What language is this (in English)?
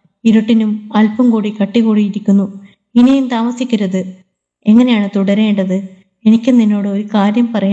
Malayalam